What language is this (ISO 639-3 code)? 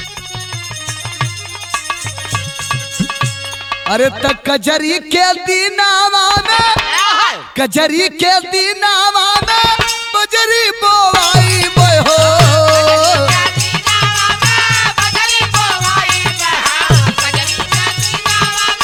bho